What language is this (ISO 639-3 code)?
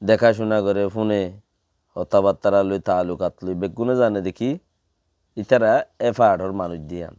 rhg